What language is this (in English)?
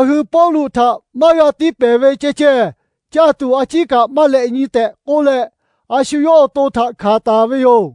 Lahu